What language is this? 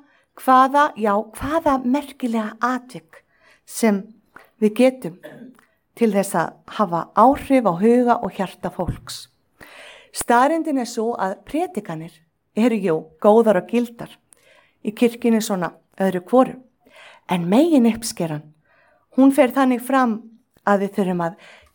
Icelandic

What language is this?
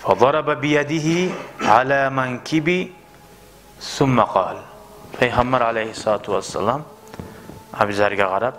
Kumyk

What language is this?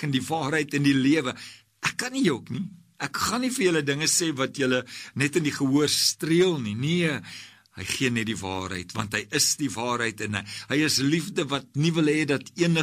Afrikaans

